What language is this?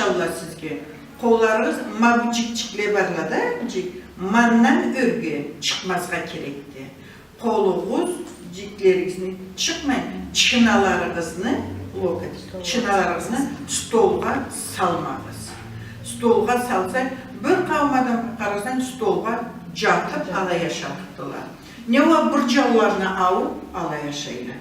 Karachay-Balkar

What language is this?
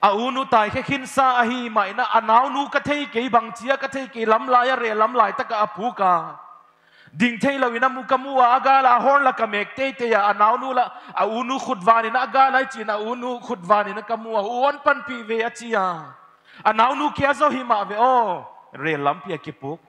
Paite Chin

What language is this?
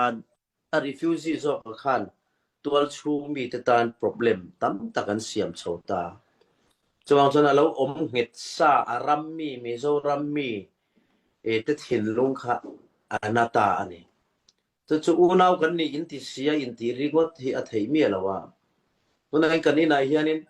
Mizo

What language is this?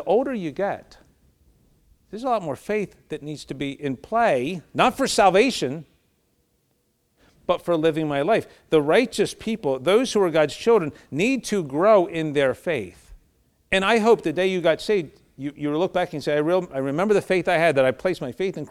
English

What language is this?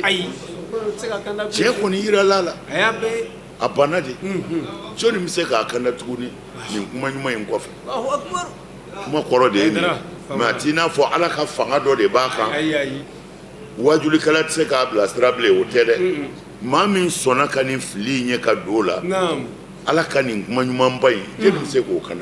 Bambara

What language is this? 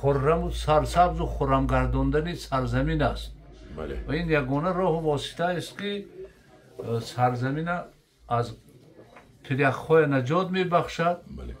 Tajik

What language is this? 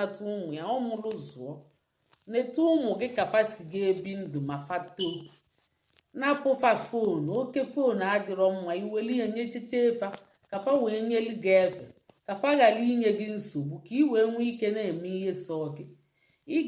Igbo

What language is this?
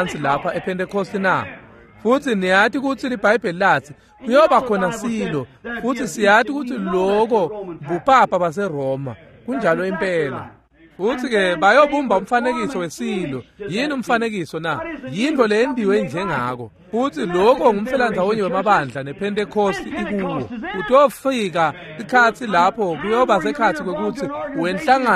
Swati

